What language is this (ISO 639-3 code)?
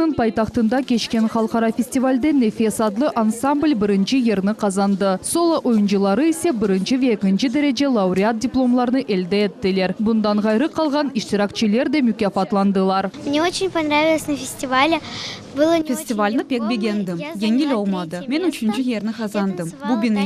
crh